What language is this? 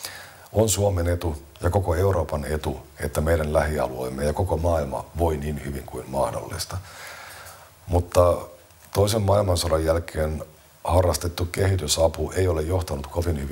Finnish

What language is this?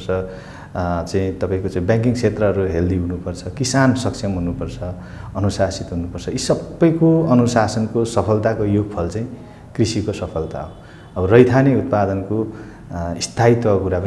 Nepali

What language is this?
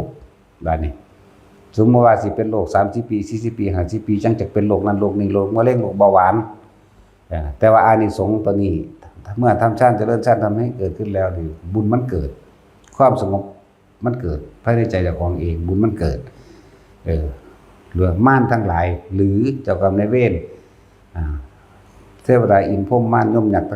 Northeastern Thai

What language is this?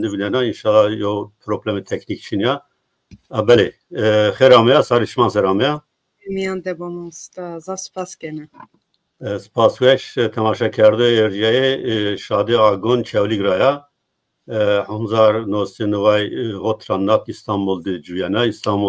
Zaza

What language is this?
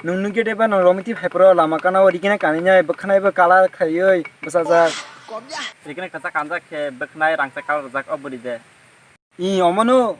Kok Borok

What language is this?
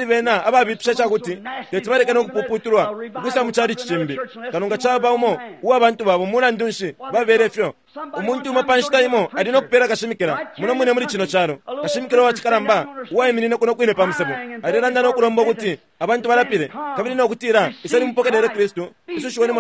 Bemba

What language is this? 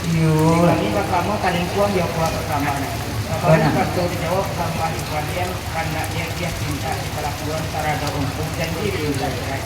Minangkabau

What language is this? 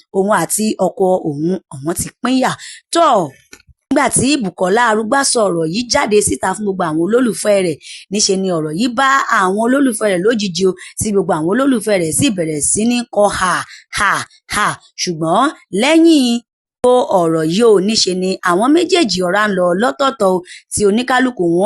Yoruba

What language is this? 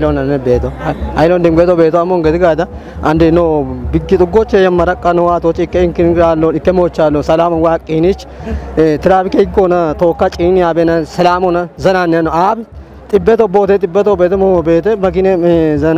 Kafa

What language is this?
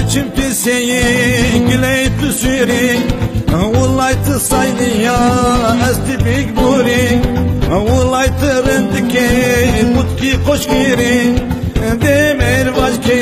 Zaza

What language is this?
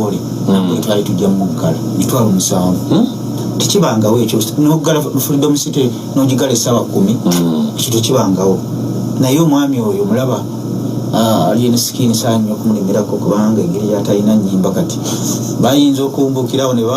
Ganda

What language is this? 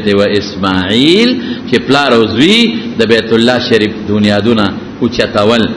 Pashto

